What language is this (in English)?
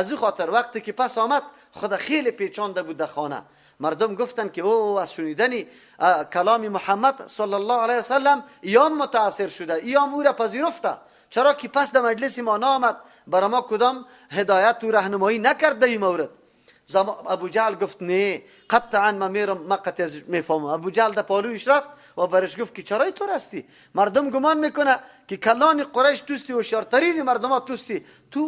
Persian